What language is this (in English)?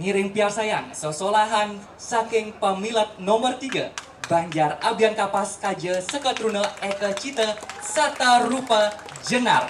Balinese